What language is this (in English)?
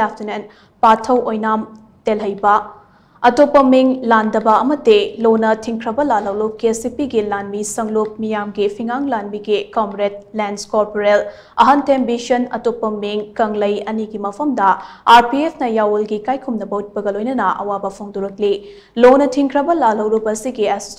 Manipuri